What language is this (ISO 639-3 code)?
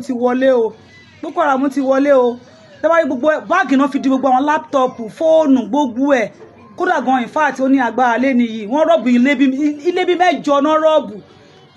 yor